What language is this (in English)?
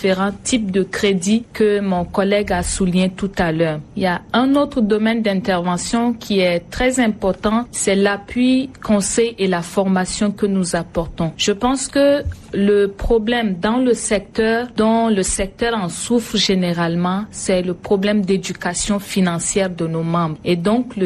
French